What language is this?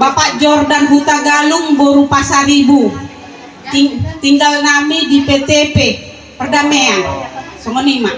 Batak Toba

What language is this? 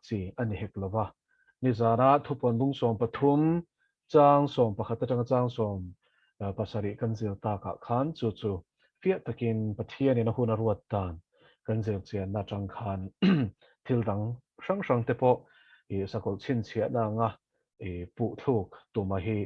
Mizo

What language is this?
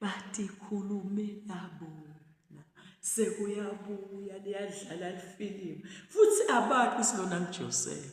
Zulu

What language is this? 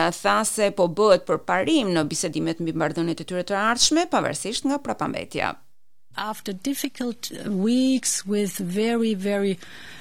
Albanian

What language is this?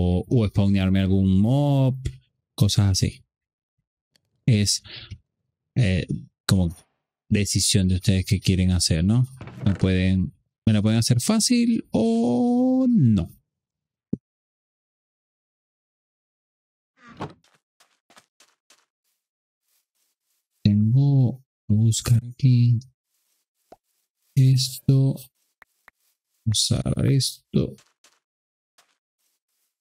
Spanish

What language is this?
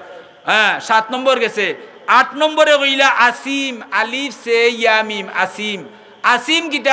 Sylheti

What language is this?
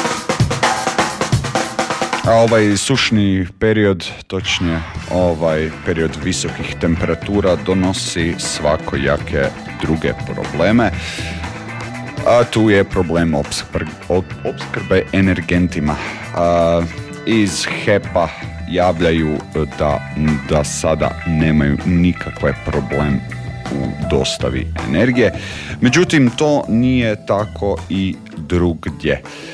Croatian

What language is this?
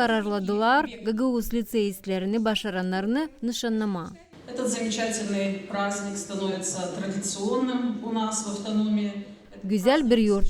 Gagauz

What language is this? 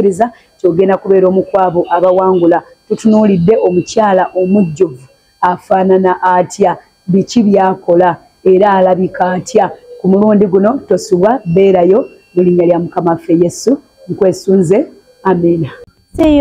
Ganda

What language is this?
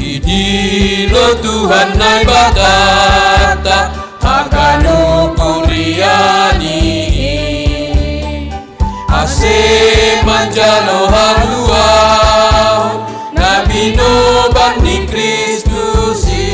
Batak Simalungun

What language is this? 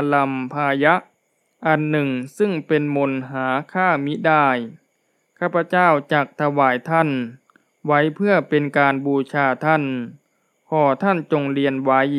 Thai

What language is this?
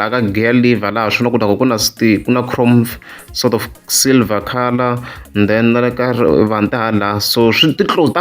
Tsonga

